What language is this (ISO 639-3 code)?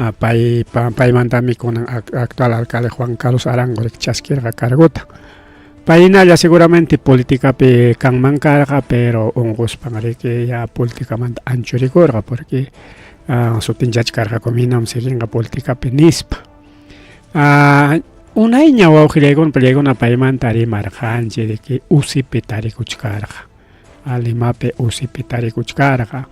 quy